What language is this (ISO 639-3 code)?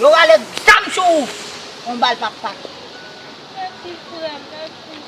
hat